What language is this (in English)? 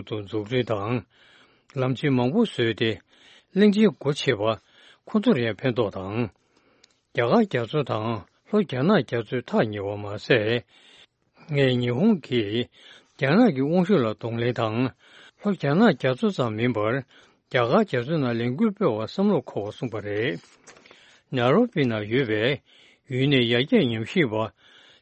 Tibetan